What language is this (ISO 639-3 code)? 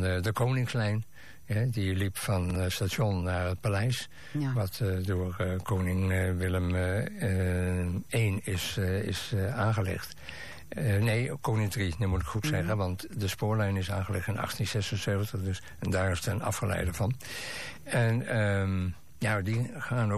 nld